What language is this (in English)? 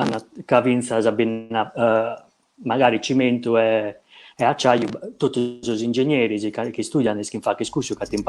Sardinian